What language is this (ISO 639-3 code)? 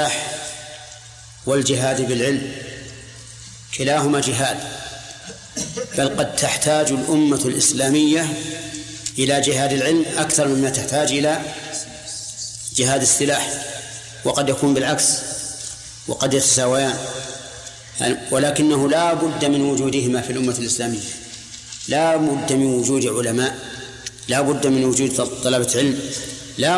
ara